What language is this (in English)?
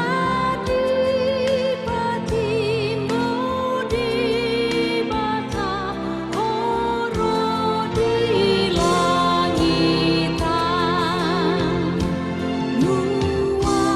Batak Toba